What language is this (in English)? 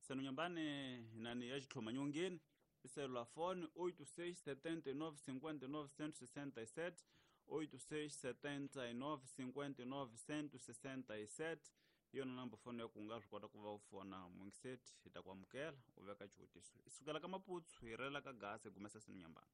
Tsonga